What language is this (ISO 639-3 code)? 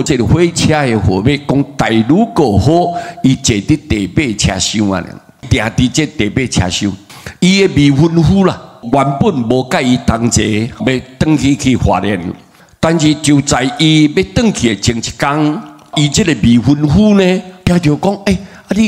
nan